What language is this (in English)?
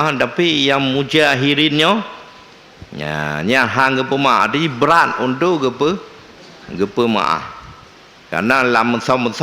Achinese